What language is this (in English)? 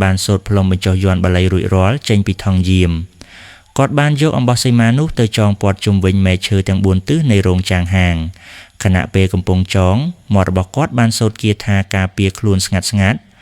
Khmer